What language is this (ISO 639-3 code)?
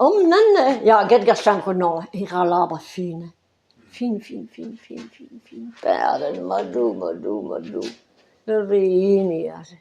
bre